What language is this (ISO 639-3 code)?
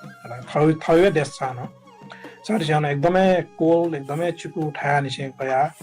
new